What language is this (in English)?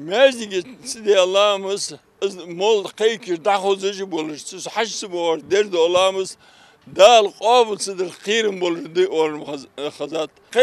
Ingush